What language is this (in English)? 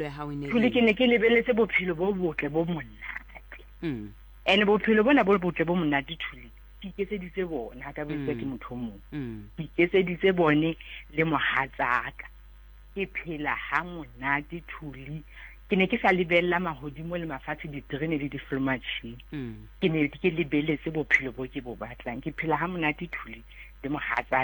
Southern Sotho